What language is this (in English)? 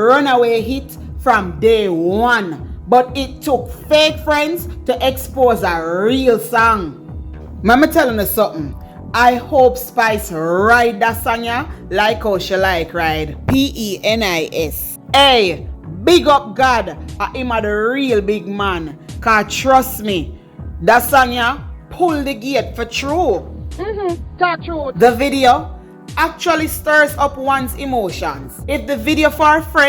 Jamaican Creole English